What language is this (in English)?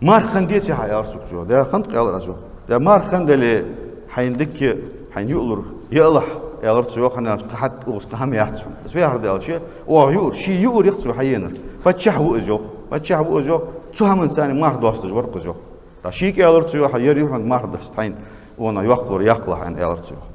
Ingush